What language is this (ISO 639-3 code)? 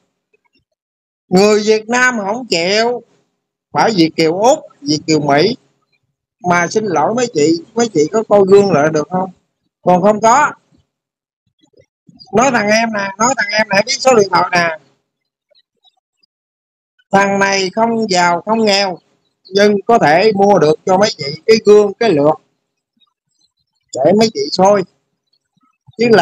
vie